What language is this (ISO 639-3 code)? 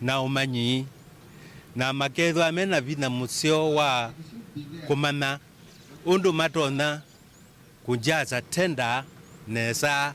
kam